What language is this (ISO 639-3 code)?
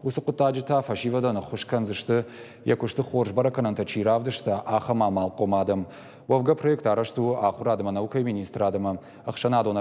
oss